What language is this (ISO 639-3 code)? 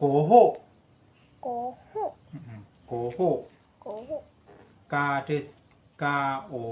shn